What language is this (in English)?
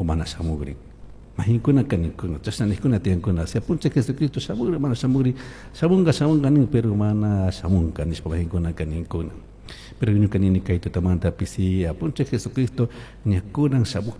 Chimborazo Highland Quichua